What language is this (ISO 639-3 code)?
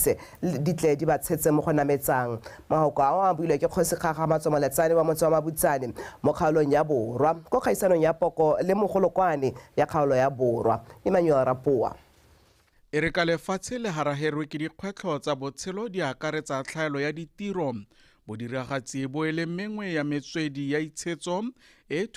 tsn